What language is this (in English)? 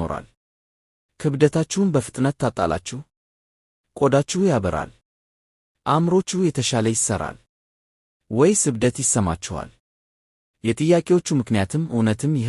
Amharic